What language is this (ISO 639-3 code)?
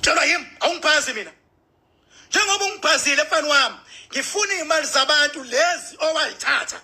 zul